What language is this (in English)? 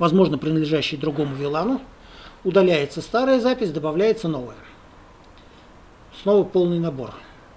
Russian